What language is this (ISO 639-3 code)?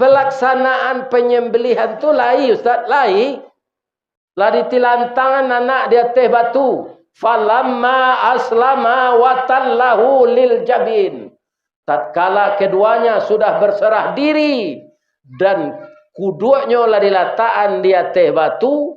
min